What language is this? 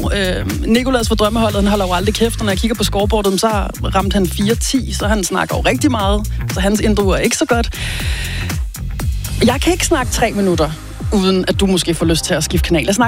Danish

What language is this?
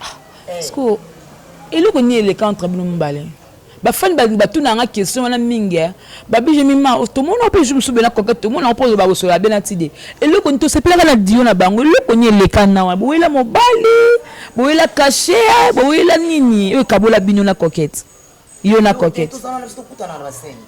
Lingala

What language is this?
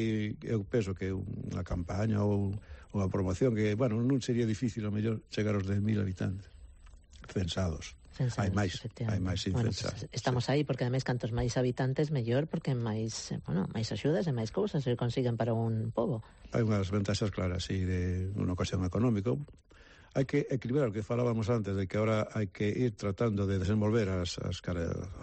Galician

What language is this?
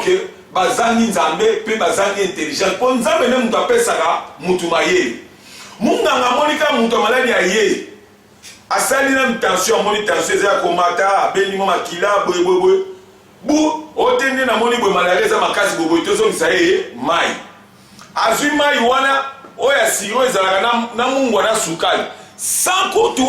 Lingala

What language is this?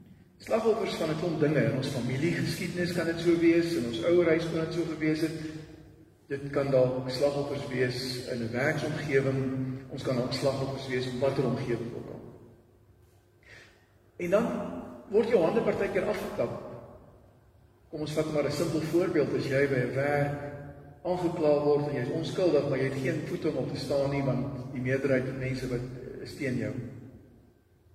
Afrikaans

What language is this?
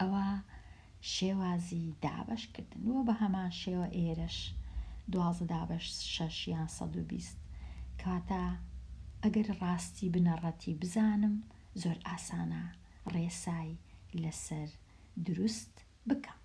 Central Kurdish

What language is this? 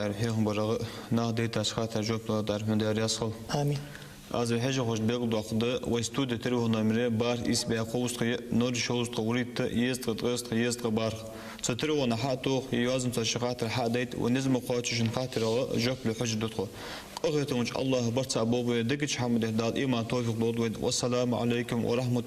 Ingush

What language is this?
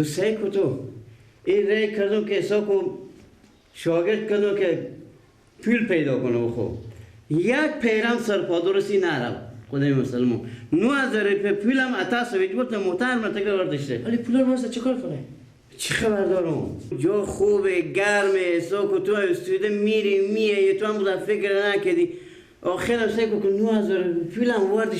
Persian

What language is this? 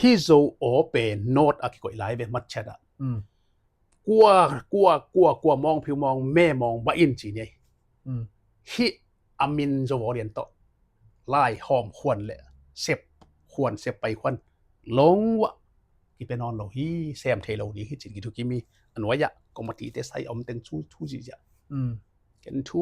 Tedim Chin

